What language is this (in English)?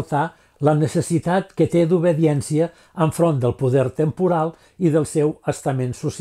Catalan